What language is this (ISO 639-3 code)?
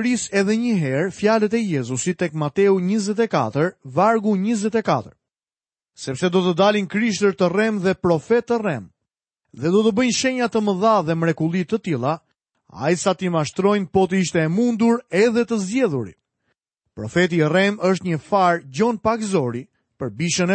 sqi